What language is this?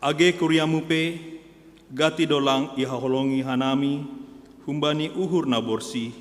Batak Simalungun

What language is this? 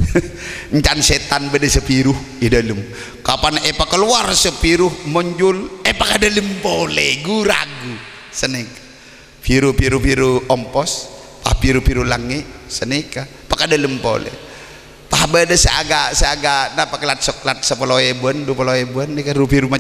Madurese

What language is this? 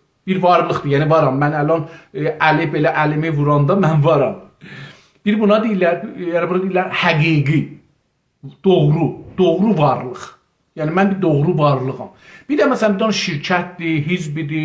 South Azerbaijani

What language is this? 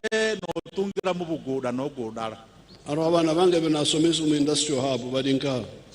Nyankole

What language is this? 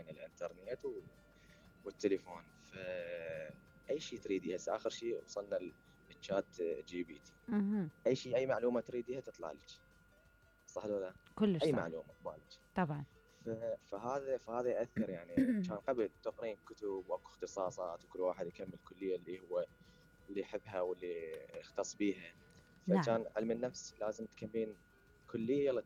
Mesopotamian Arabic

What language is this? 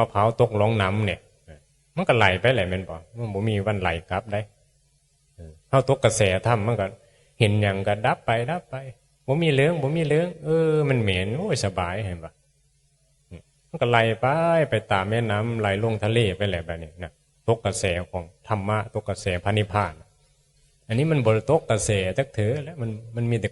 Northeastern Thai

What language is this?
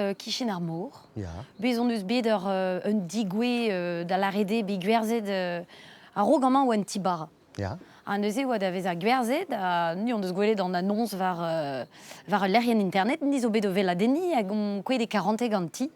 Breton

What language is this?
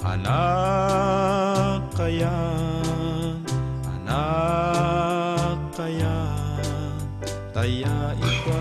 Tuwali Ifugao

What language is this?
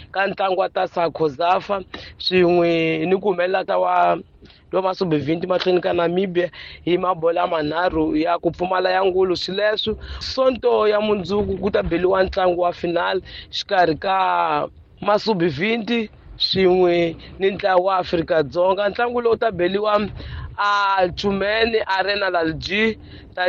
Tsonga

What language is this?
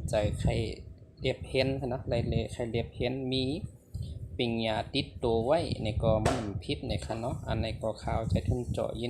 Shan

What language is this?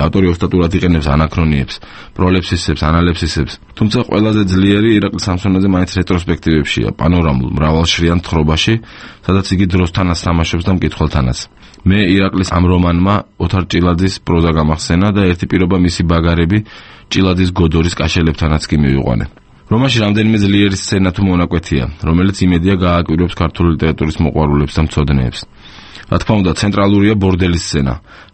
Georgian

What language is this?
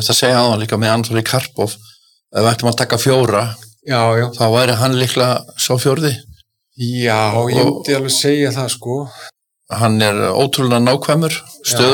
Icelandic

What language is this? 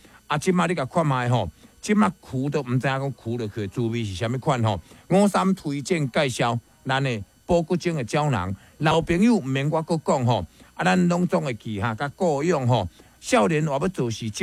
Min Nan Chinese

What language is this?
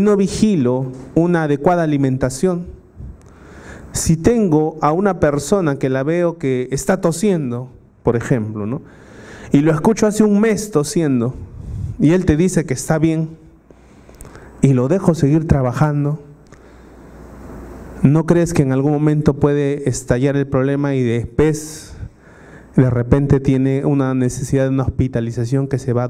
Spanish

